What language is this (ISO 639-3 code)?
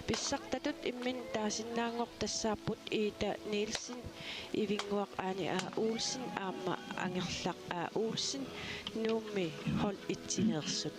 kal